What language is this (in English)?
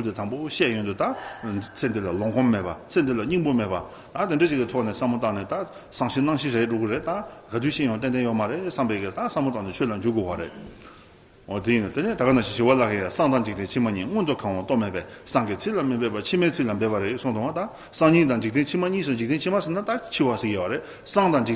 Tibetan